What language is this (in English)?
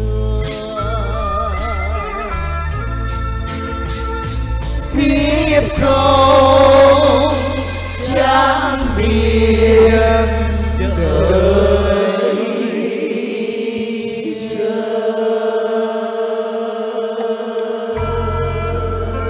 Vietnamese